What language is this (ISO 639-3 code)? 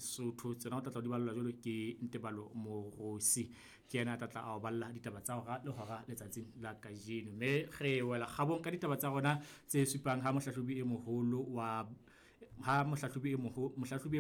sot